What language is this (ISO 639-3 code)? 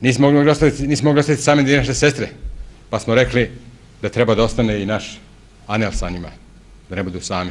bos